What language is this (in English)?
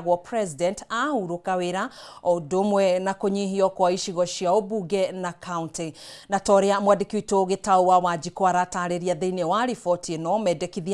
Kikuyu